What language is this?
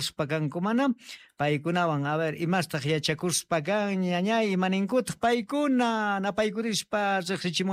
South Bolivian Quechua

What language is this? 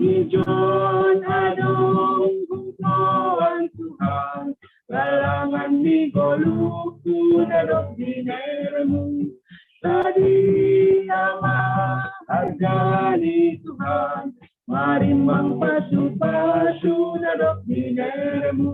Batak Simalungun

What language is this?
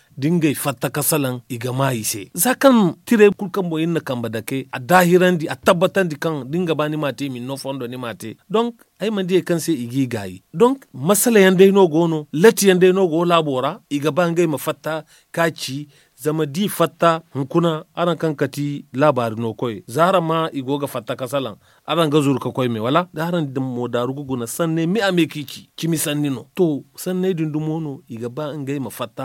Zarma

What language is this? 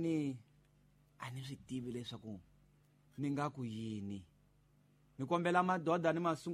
Tsonga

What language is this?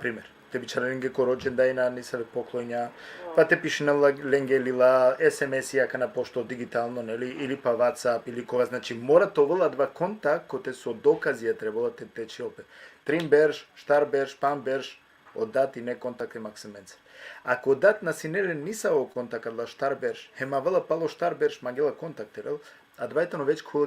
Balkan Romani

